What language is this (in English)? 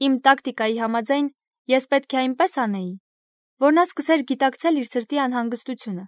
Armenian